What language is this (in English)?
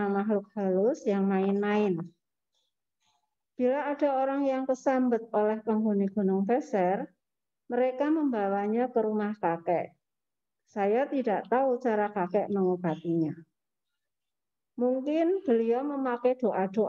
Indonesian